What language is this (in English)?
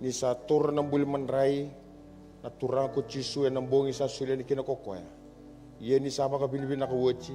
Fijian